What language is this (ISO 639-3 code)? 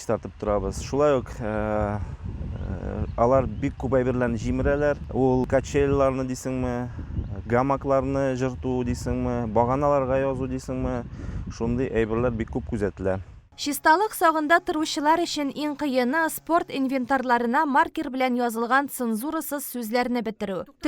tat